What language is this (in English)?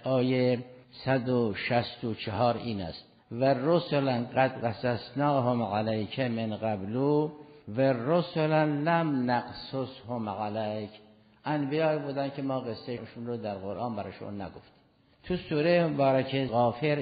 Persian